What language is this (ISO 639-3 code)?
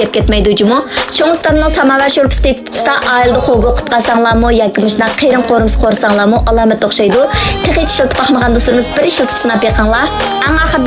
uig